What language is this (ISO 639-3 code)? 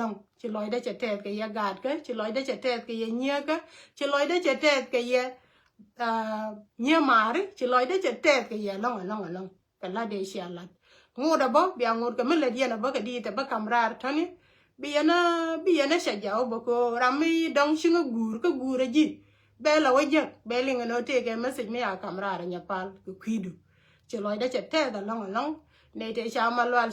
nus